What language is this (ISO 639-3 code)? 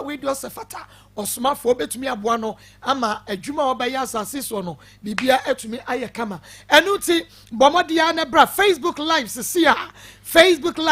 aka